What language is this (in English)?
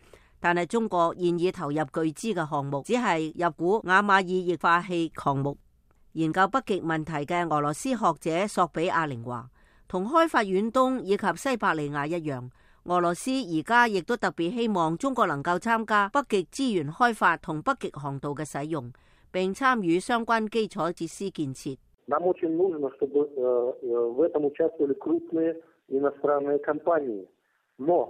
Cantonese